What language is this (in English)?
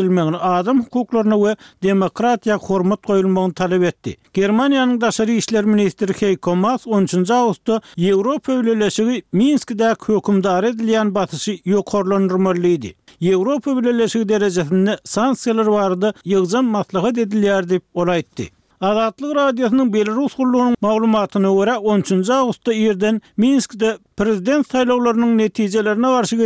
Turkmen